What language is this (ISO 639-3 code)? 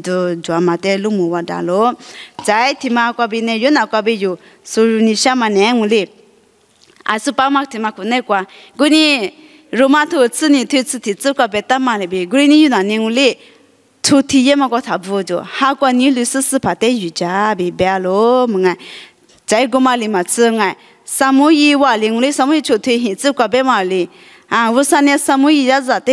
lis